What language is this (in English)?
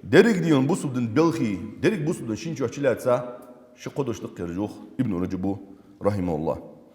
Ingush